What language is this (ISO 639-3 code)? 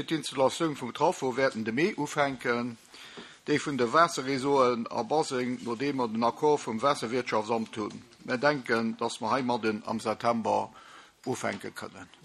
ltz